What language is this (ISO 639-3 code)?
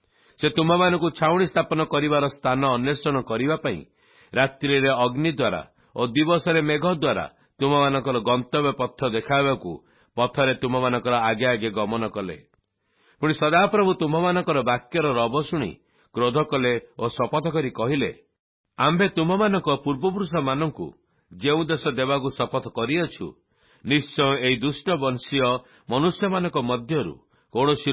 ori